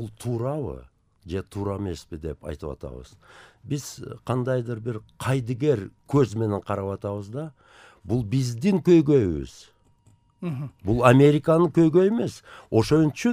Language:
Kyrgyz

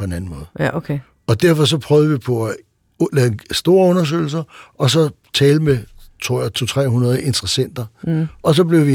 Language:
Danish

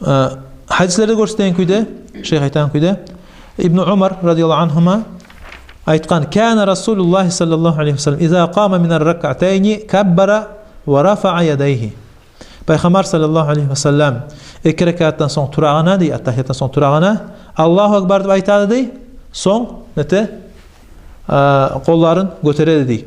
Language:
Kumyk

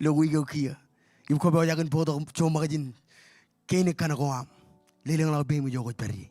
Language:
Marshallese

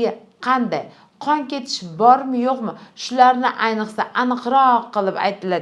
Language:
Uzbek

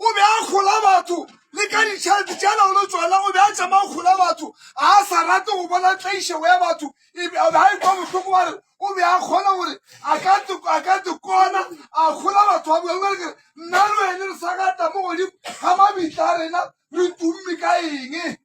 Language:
Northern Sotho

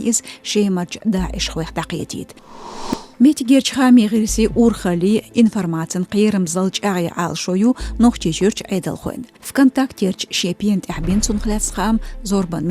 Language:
Chechen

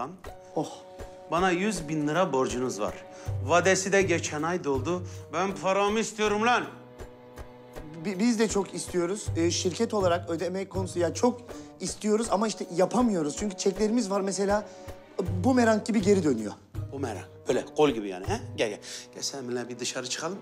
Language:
Turkish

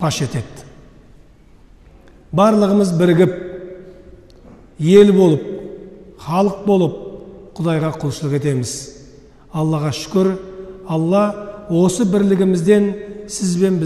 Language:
Kazakh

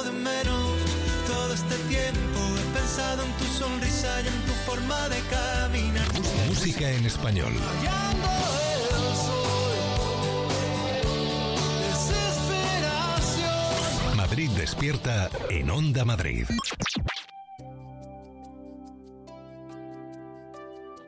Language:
Spanish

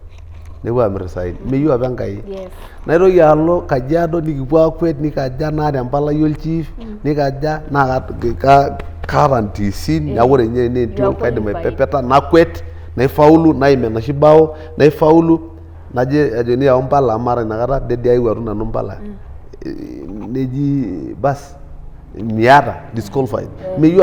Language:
Masai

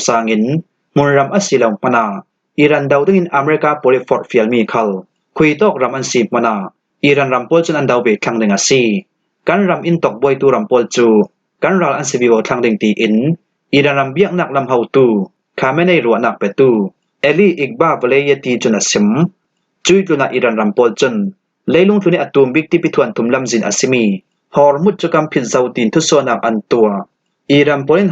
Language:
Falam Chin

